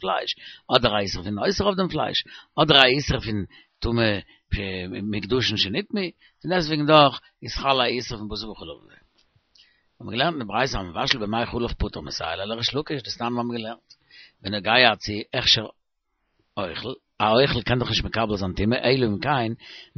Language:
Yiddish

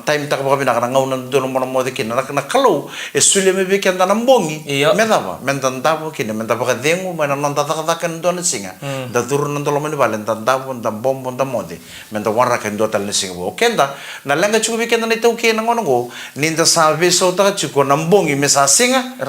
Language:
Fijian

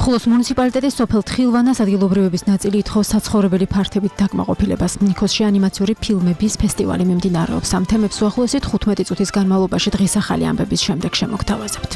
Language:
Georgian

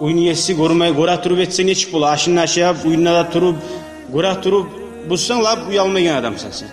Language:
Kumyk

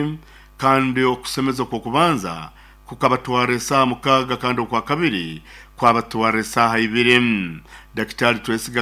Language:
Nyoro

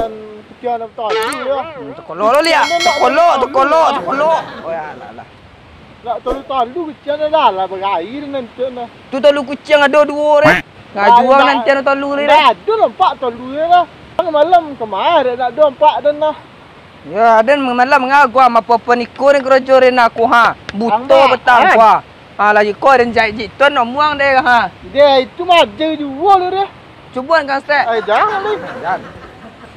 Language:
Minangkabau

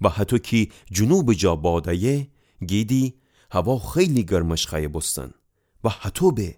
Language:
Gilaki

